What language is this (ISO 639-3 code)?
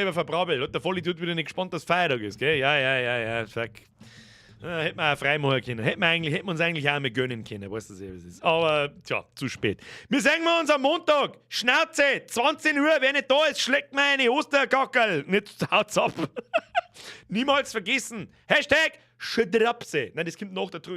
bar